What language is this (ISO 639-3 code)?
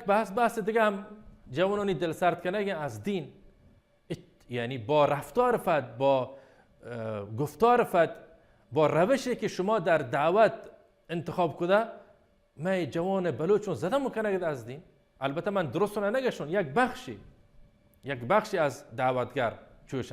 bal